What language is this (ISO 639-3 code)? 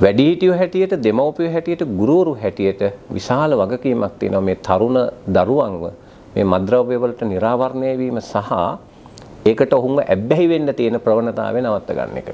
sin